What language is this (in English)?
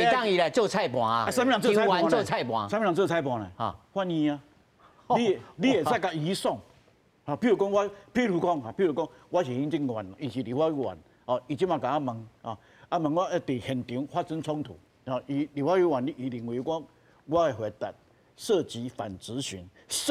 Min Nan Chinese